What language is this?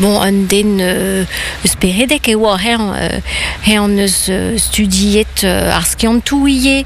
Breton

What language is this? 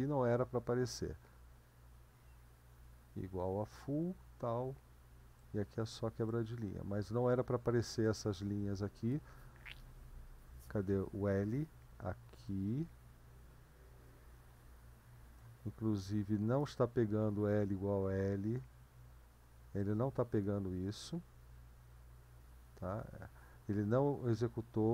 Portuguese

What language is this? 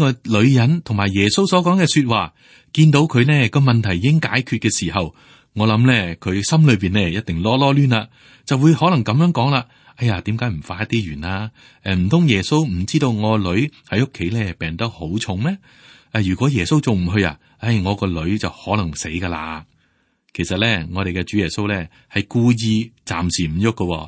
Cantonese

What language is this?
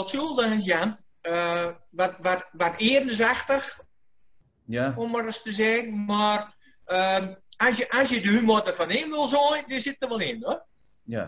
Gronings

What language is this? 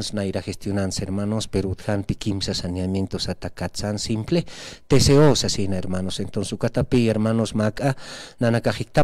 Aymara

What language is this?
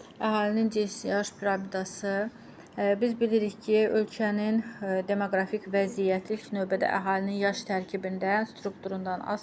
Azerbaijani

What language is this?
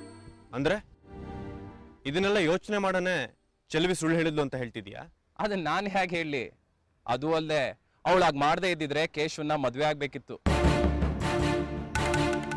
Kannada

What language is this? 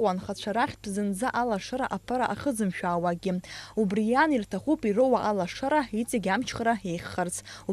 Abkhazian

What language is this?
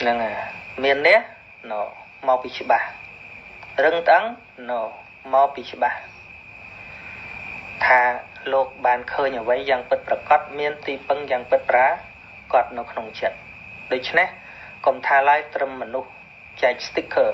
Khmer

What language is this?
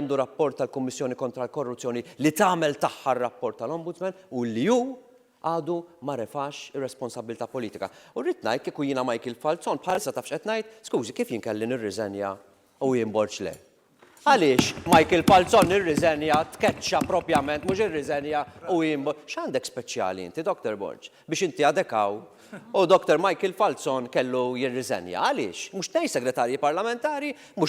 Maltese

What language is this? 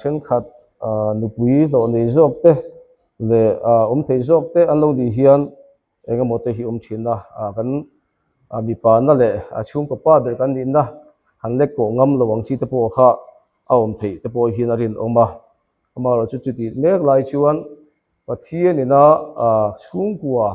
Mizo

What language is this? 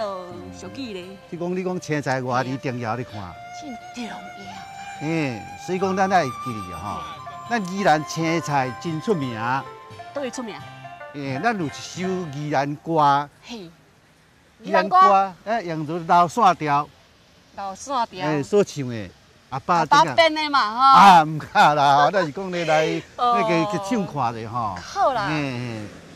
Min Nan Chinese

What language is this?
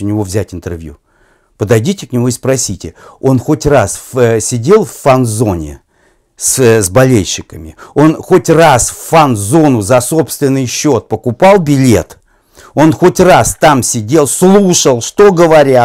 Russian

